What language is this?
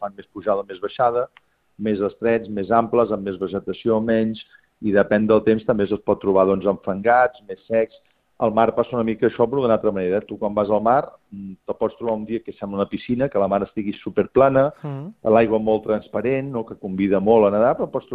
Catalan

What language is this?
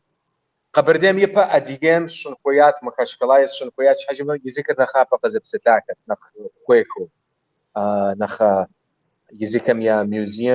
Kabardian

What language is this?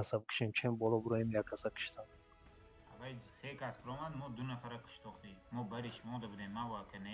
Tajik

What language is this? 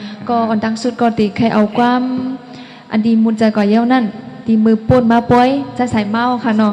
Shan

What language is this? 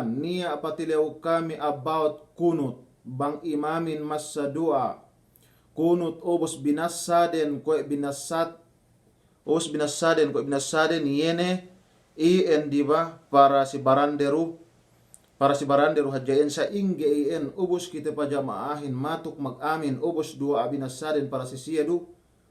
Yakan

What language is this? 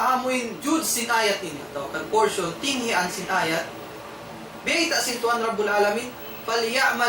Tausug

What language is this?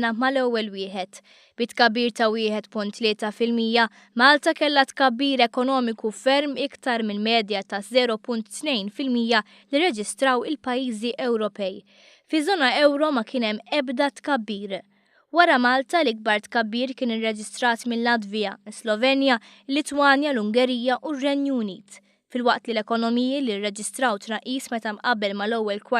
Maltese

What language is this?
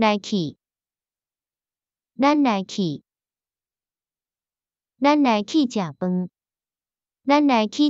Min Nan Chinese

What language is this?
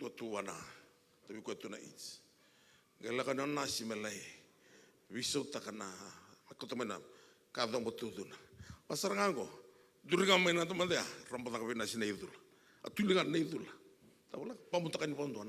Fijian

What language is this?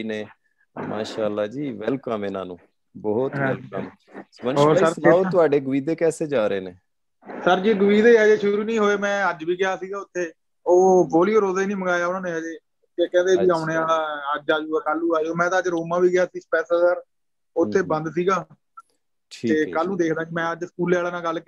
Punjabi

